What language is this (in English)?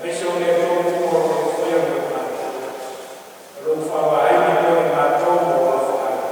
Samoan